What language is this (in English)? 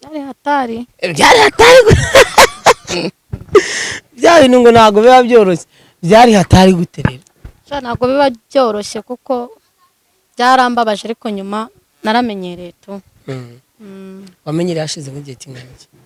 Kinyarwanda